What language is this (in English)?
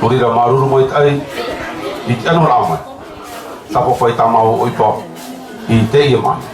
Tahitian